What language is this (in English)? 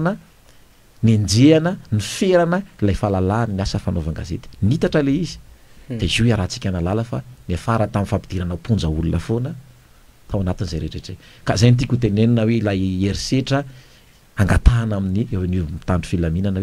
Malagasy